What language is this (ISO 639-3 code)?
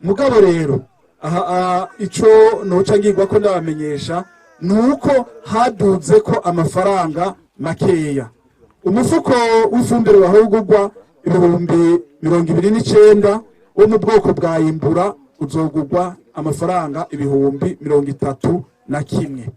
run